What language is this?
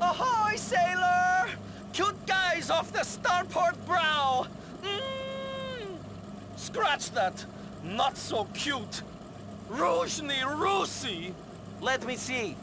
Bavarian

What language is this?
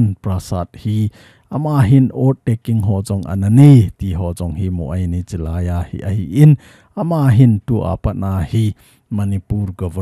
Thado Chin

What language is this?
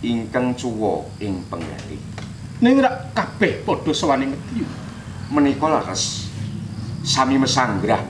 Javanese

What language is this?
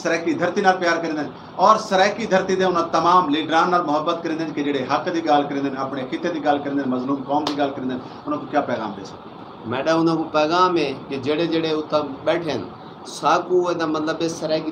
Saraiki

